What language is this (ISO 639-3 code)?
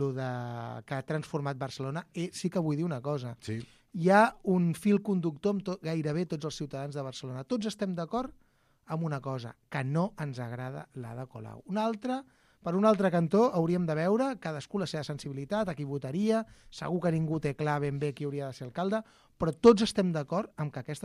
cat